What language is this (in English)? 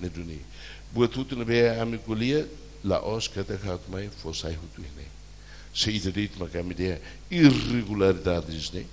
Tetum